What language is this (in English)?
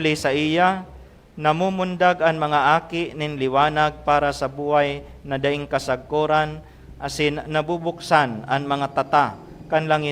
Bikol